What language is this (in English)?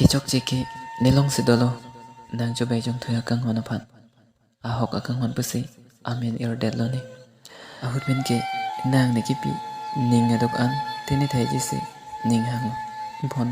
Karbi